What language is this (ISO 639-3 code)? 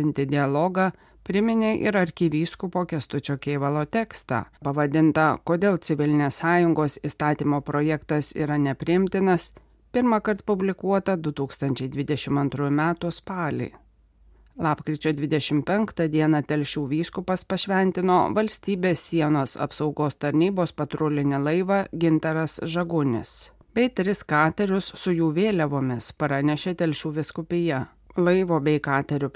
lit